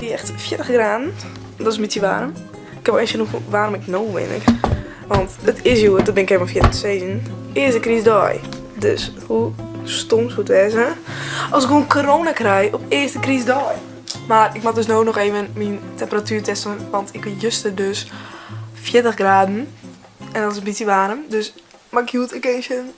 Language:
Western Frisian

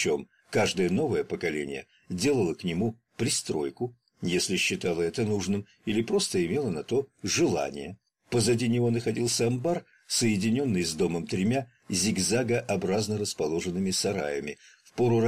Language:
Russian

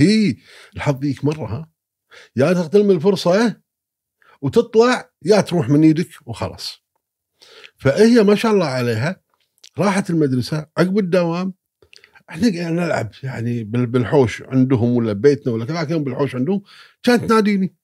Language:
Gulf Arabic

